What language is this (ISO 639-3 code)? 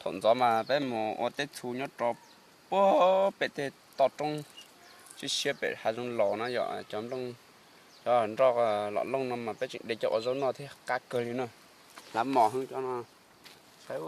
hmn